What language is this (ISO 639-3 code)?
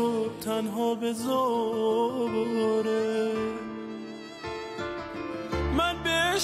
fas